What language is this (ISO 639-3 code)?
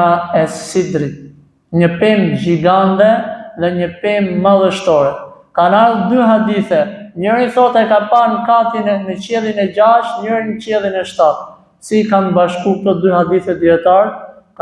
sqi